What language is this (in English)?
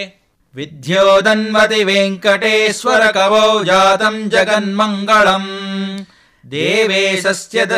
Sanskrit